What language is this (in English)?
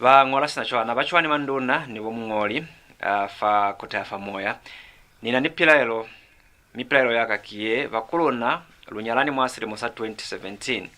Lozi